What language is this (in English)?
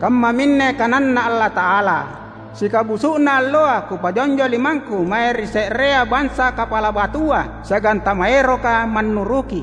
Makasar